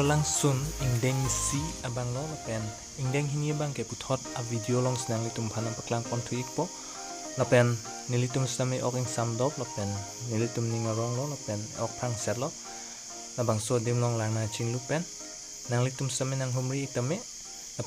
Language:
Karbi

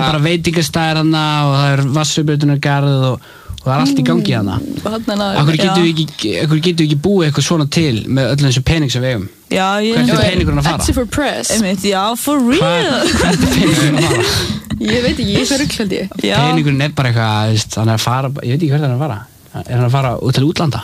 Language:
Icelandic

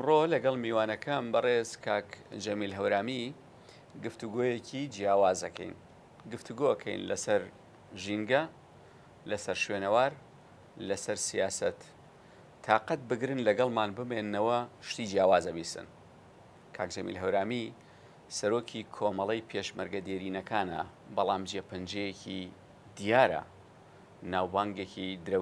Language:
Central Kurdish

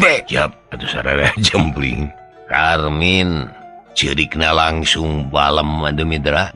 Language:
Sundanese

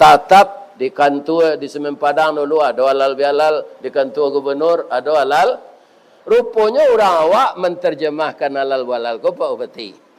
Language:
Minangkabau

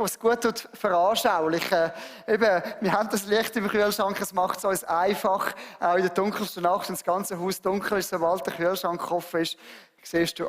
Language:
Swiss German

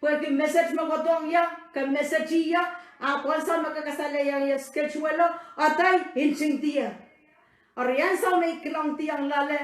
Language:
Pohnpeian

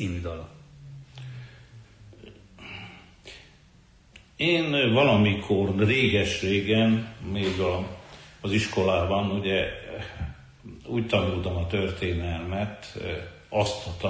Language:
Hungarian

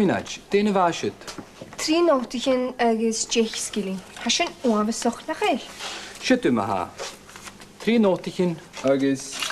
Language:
Scottish Gaelic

